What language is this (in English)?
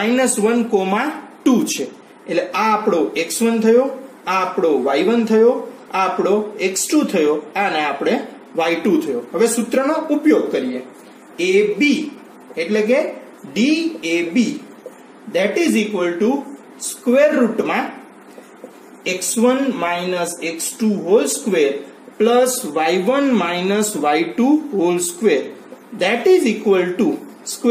Gujarati